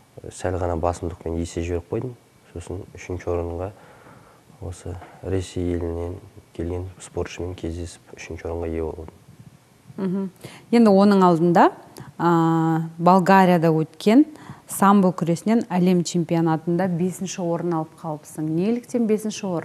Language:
Kazakh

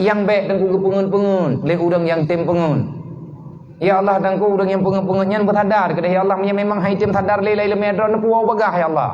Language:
Achinese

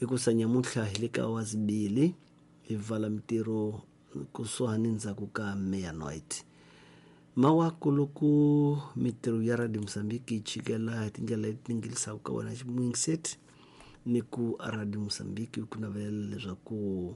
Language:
Tsonga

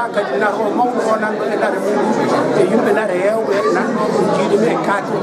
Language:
Fula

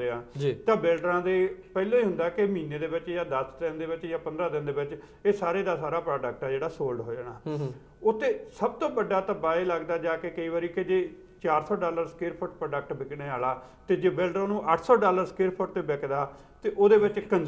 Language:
Punjabi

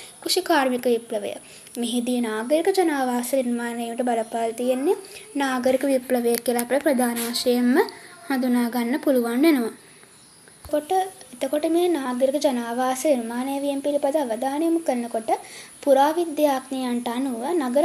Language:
Sinhala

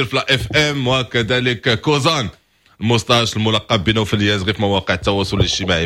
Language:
Moroccan Arabic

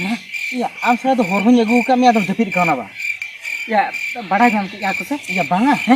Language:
Santali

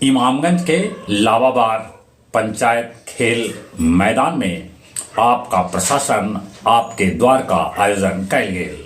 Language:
Magahi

